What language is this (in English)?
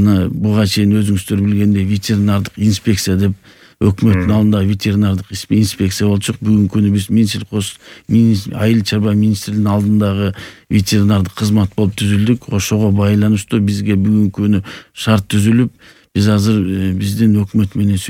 Kyrgyz